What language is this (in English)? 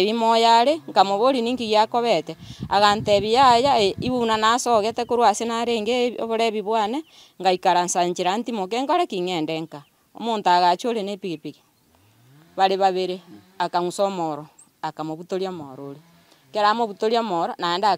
Gusii